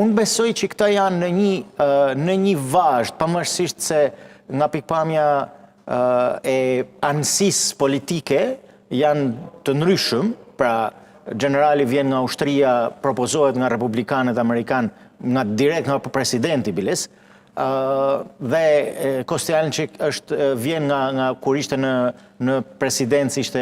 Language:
Albanian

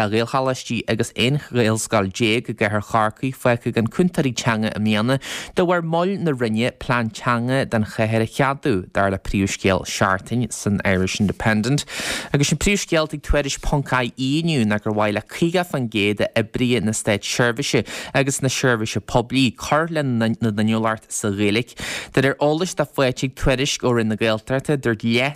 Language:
Irish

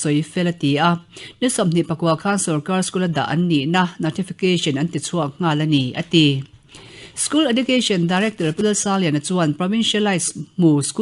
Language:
Mizo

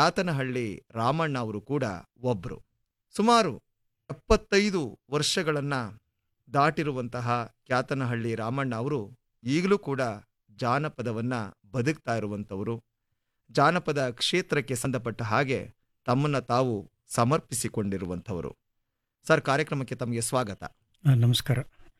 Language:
Kannada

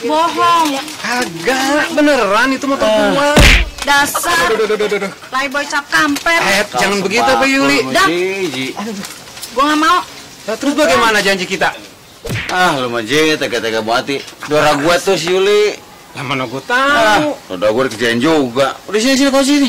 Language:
Betawi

